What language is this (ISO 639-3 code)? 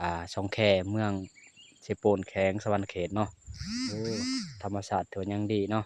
lao